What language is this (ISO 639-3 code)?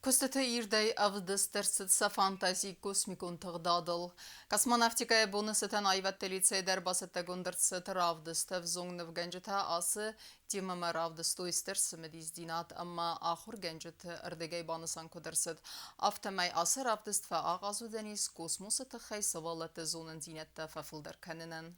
oss